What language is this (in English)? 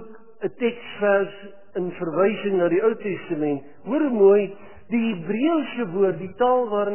Afrikaans